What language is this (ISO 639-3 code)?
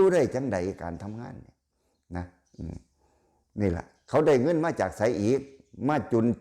lao